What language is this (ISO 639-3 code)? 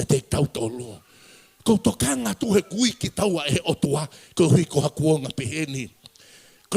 ton